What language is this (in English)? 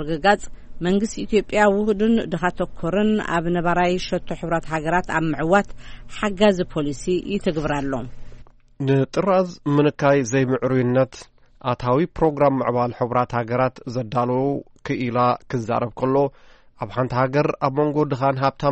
Tigrinya